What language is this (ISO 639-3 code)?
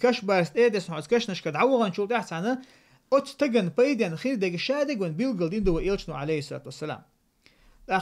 che